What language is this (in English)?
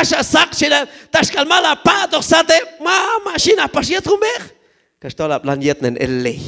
Q'anjob'al